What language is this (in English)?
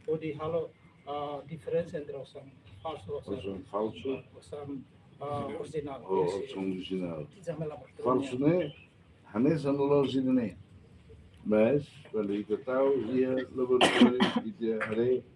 Tetum